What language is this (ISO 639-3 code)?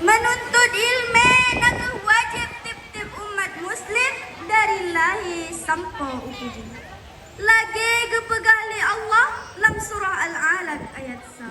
ace